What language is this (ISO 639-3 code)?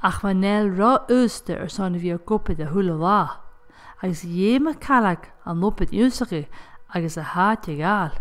gla